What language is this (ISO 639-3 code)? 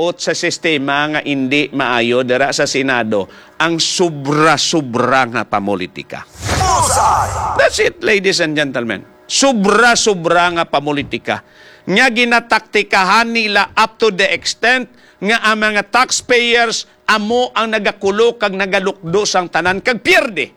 hil